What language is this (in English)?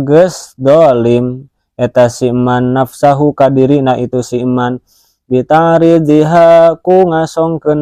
Sundanese